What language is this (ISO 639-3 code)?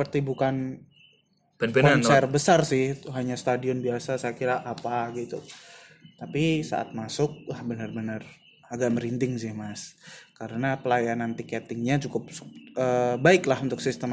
ind